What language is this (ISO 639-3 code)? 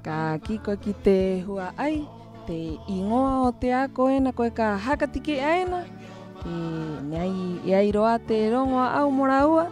rap